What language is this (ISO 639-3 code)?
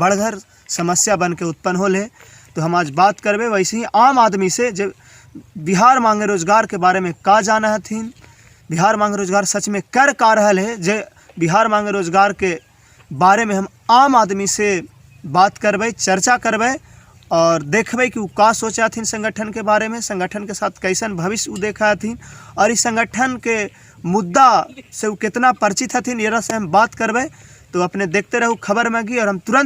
mag